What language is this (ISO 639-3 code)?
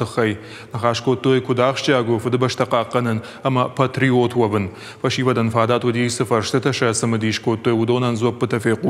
oss